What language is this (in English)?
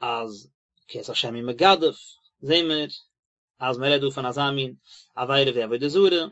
Yiddish